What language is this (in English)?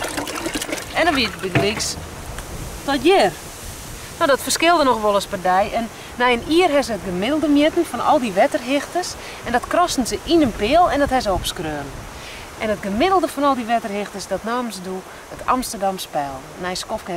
Western Frisian